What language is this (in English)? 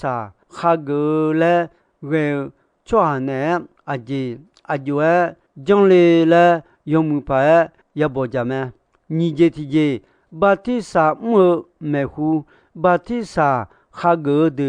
Akha